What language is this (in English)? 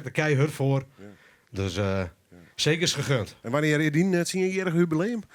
Western Frisian